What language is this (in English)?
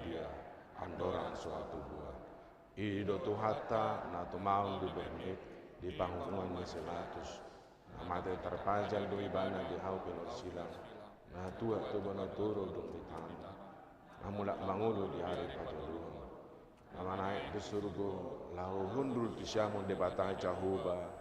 Batak Toba